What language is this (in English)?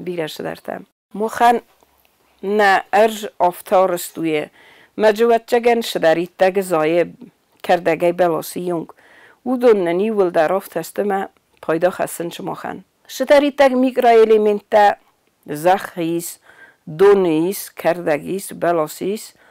Ossetic